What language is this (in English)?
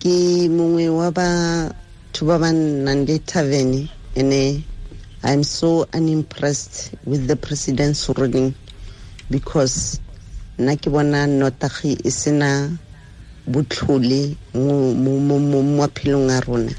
Tswana